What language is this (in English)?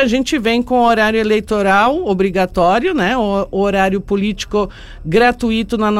Portuguese